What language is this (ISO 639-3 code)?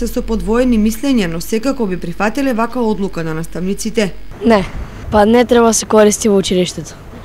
mkd